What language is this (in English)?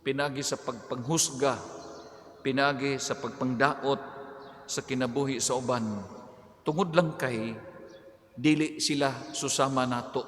Cebuano